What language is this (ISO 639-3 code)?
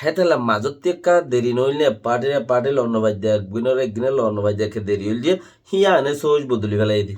rhg